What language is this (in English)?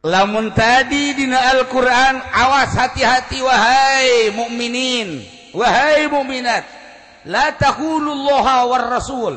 Sundanese